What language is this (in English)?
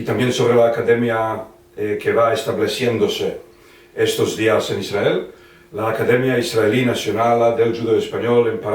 Ladino